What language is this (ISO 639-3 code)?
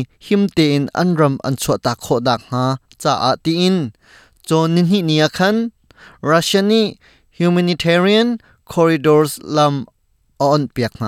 cnh